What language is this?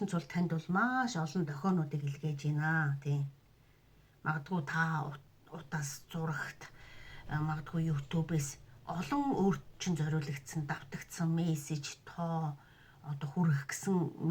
Mongolian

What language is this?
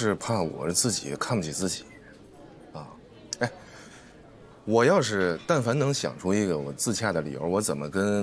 Chinese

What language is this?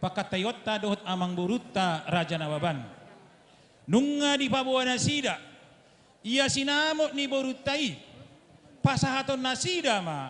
Batak Toba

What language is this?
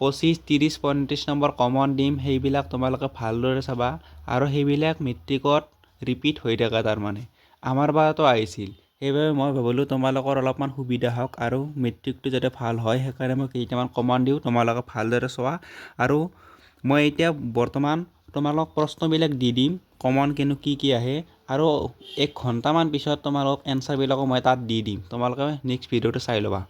Assamese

